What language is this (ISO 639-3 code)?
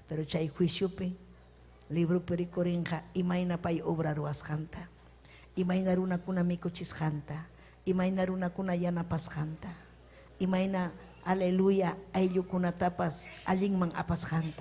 quy